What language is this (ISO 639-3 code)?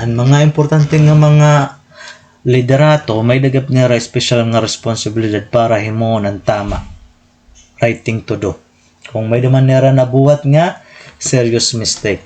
war